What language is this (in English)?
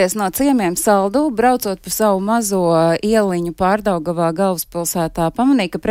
Latvian